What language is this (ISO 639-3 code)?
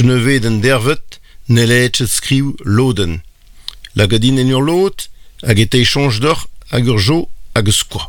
bre